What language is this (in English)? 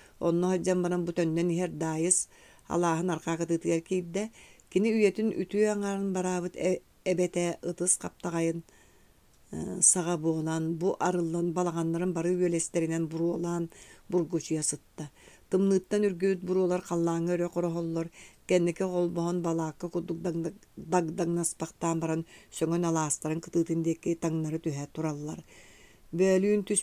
Yakut